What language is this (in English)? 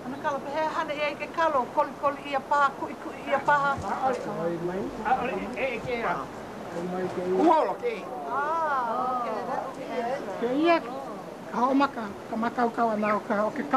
Hawaiian